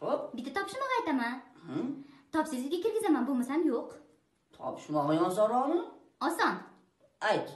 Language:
Uzbek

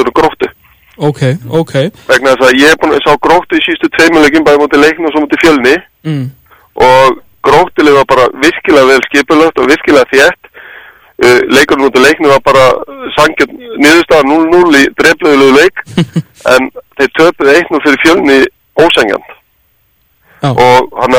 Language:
Icelandic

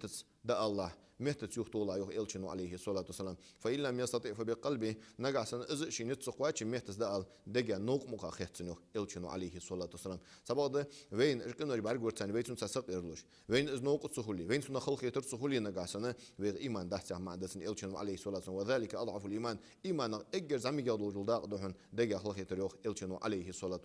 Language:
Ingush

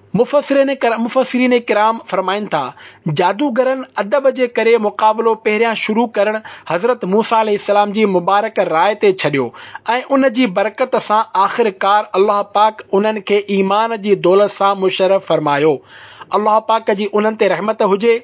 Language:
Sindhi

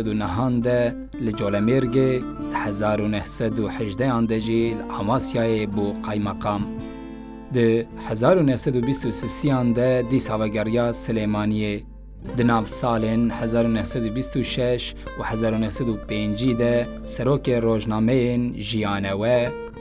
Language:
Kurdish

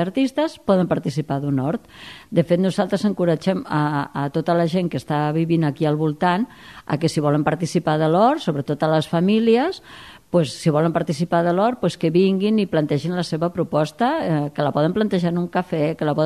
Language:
Catalan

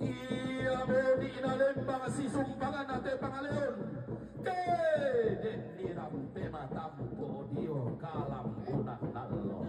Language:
Toraja-Sa'dan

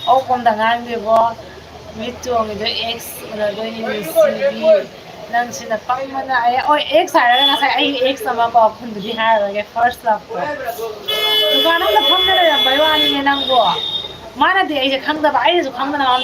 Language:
Manipuri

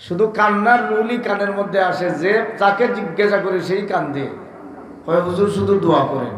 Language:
Sylheti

